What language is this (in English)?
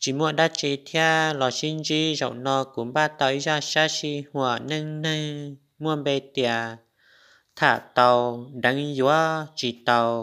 Hmong